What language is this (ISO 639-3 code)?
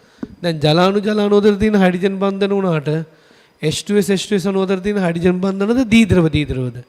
sin